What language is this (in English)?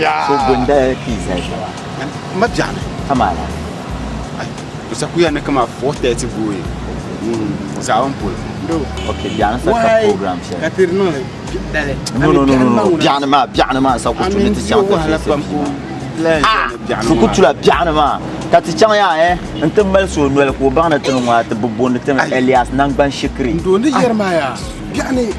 Dagbani